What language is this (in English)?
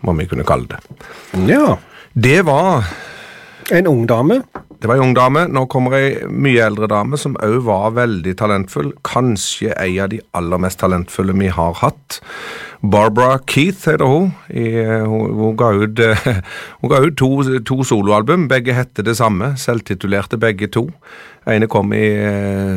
Norwegian